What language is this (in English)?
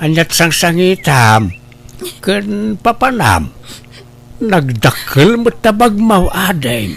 Iloko